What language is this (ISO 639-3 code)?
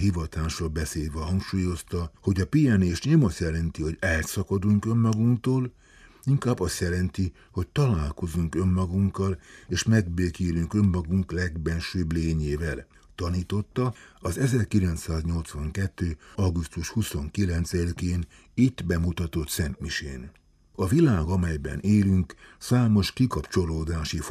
hun